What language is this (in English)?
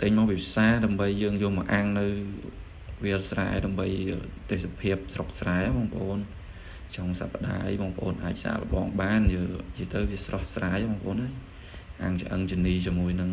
Khmer